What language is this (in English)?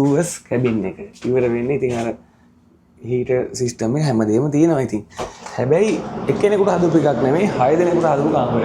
Sinhala